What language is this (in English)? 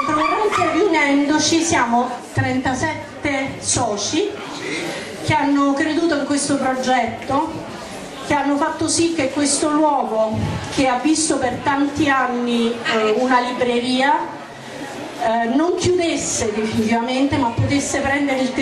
Italian